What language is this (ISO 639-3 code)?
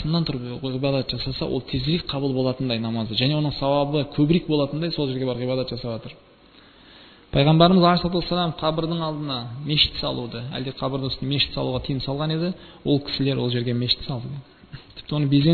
kaz